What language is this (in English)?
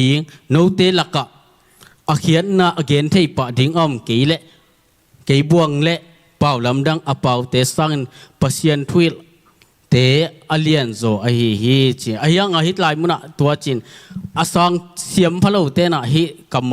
Tedim Chin